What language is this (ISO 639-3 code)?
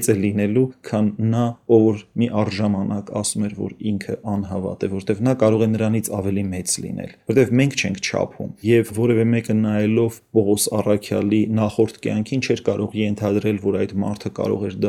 hye